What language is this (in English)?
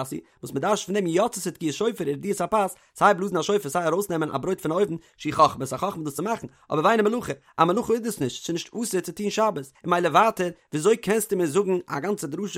Yiddish